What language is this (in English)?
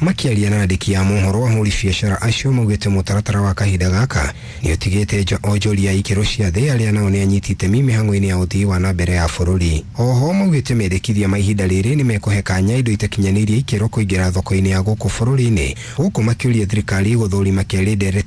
Kikuyu